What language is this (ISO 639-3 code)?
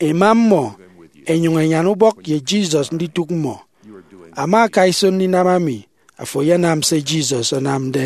efi